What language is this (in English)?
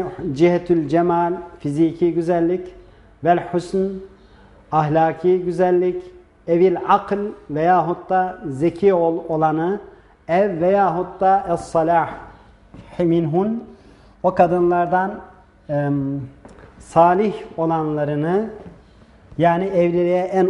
Turkish